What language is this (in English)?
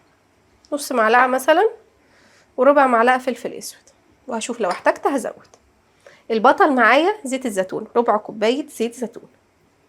Egyptian Arabic